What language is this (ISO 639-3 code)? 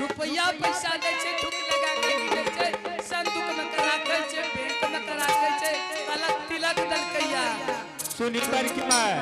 anp